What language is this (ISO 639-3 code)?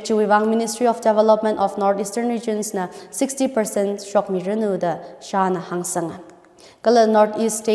nmf